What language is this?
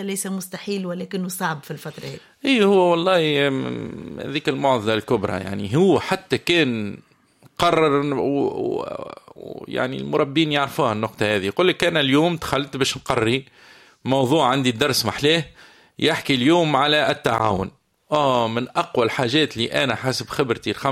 Tunisian Arabic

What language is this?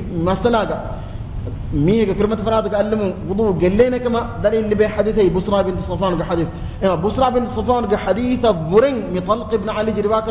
Divehi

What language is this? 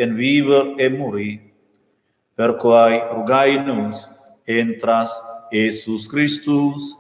Romansh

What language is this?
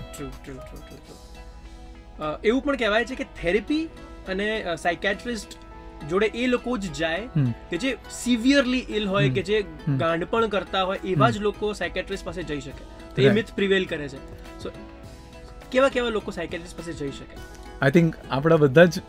Gujarati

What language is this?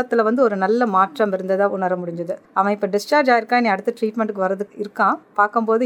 Tamil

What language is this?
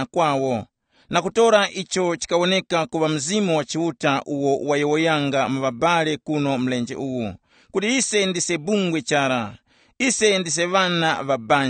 Tumbuka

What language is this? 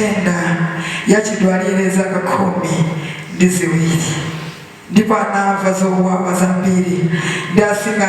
Nyanja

